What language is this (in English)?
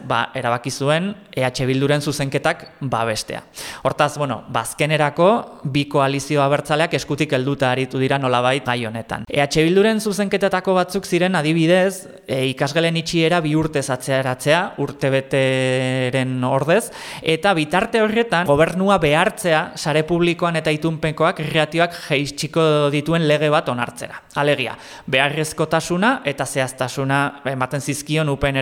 Basque